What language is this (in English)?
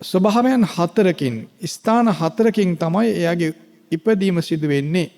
Sinhala